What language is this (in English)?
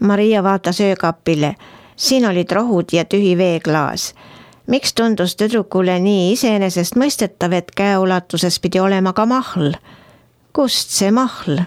Estonian